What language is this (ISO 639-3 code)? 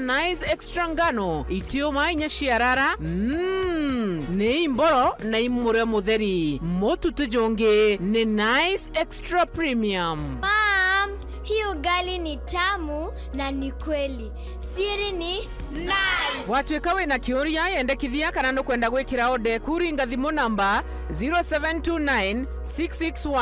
mer